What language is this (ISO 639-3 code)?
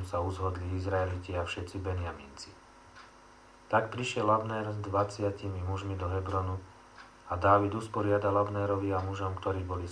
slk